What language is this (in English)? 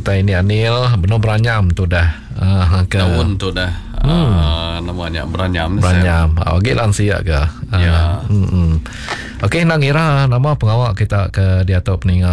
Malay